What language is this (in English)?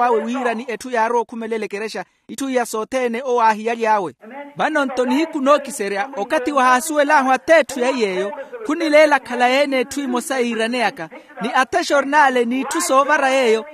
Makhuwa